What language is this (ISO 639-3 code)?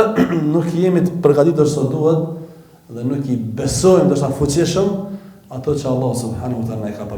sqi